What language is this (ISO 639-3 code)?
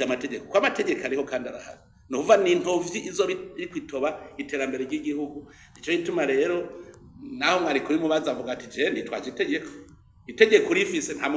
run